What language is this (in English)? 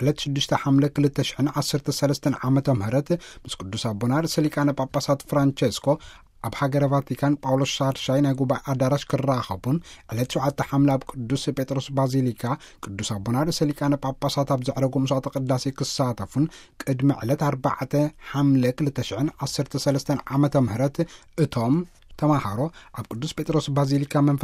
Tigrinya